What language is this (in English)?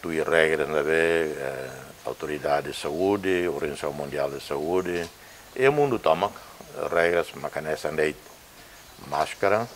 Tetum